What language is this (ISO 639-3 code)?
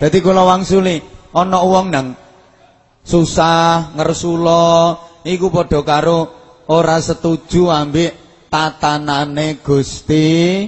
jav